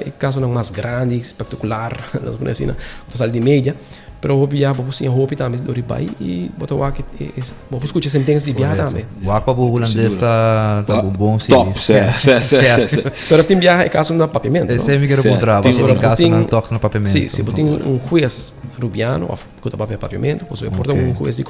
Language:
Papiamento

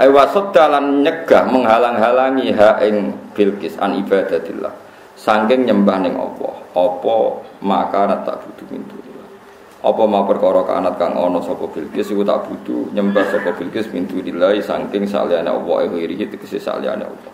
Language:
Javanese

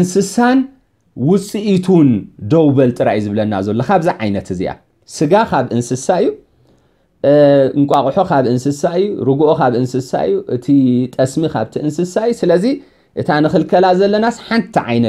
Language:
Tigrinya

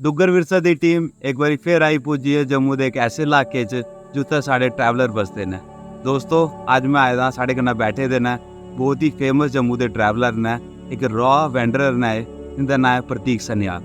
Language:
Dogri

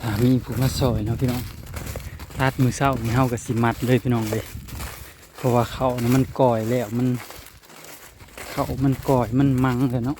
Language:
Northeastern Thai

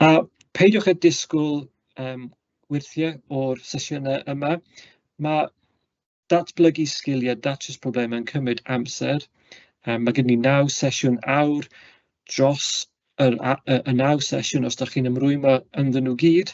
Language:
Welsh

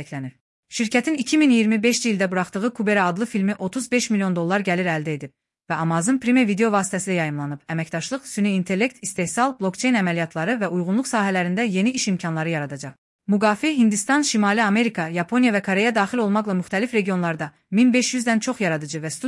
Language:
Azerbaijani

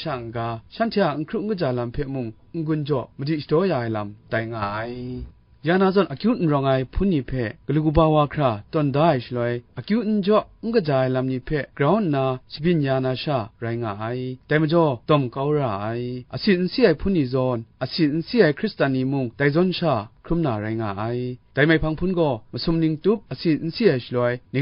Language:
Kachin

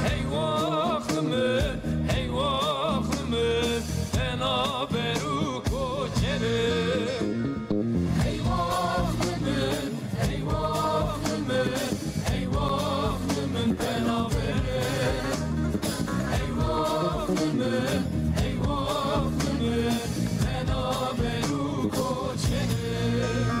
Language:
Kurdish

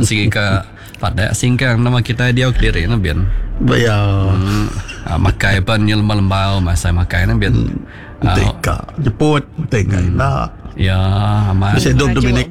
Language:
Iban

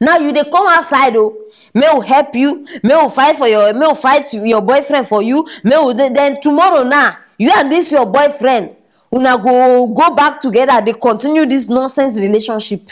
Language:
Nigerian Pidgin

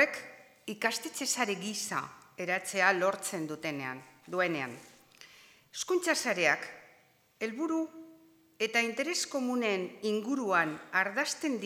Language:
Basque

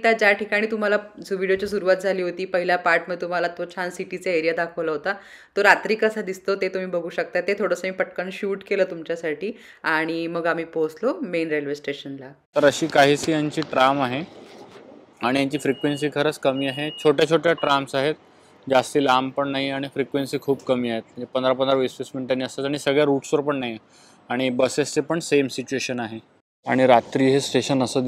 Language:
Marathi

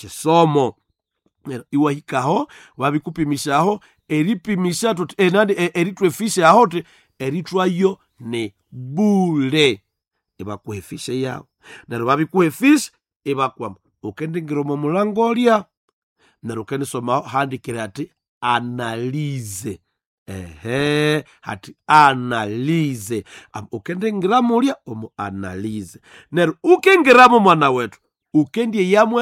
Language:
Nande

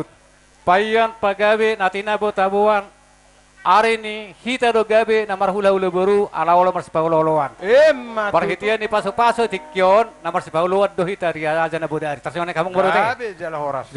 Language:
Batak Toba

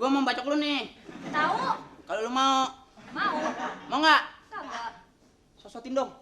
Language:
Betawi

